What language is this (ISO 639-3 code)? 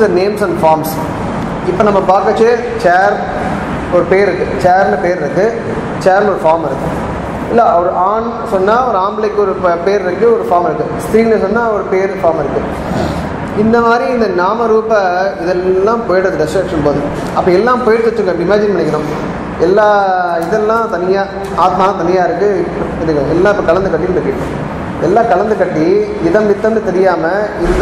tam